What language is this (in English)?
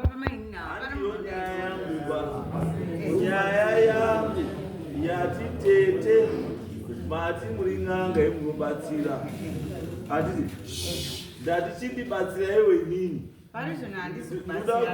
Shona